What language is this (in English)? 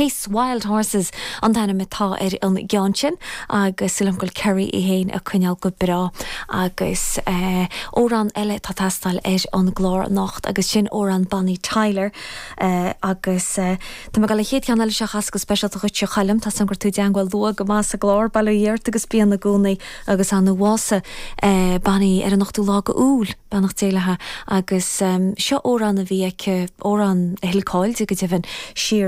Irish